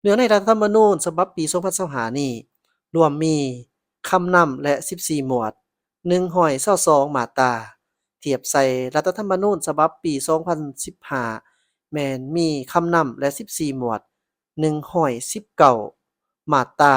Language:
Lao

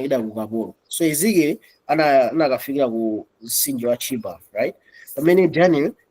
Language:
Nyanja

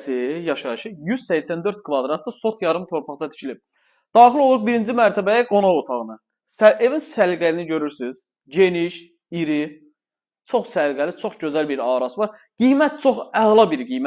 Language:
Azerbaijani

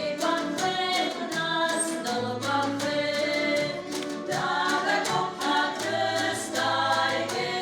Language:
Abkhazian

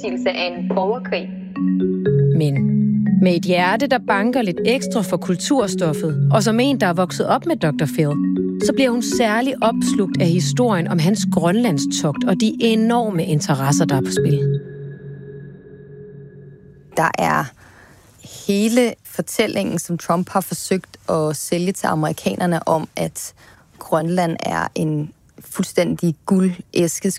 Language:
Danish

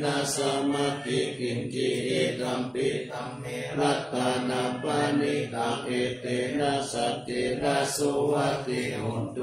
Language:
Pali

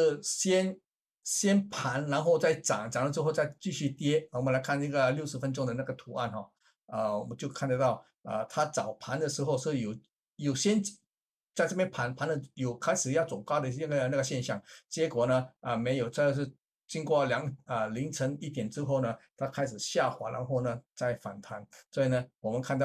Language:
Chinese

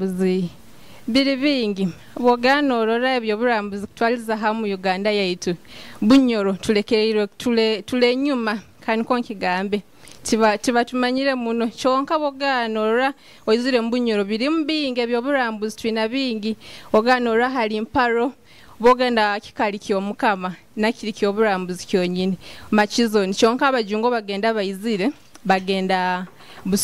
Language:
Nyoro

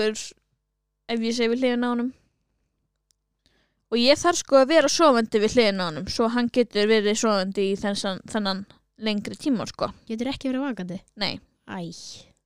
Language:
Icelandic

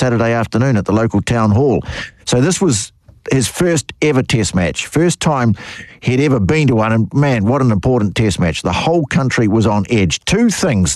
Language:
English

